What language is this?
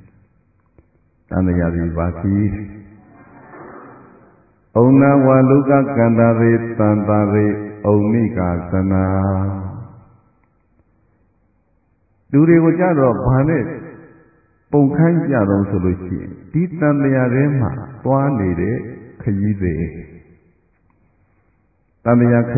Burmese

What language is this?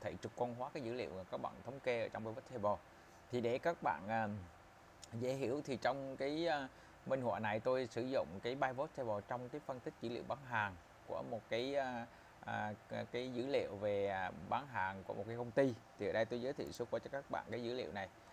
Vietnamese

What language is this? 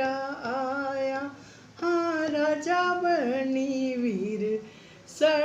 Dogri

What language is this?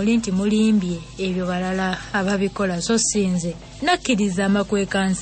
Ganda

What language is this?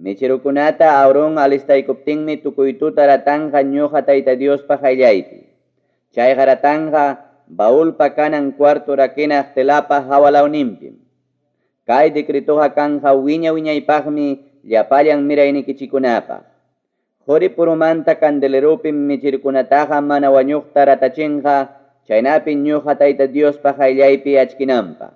Ayacucho Quechua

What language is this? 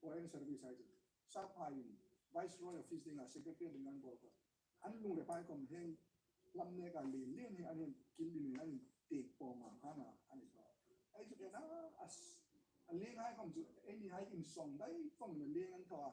Hmar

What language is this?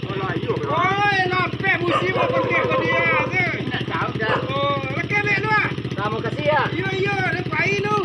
Minangkabau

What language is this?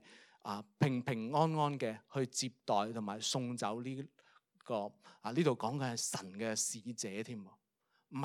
Cantonese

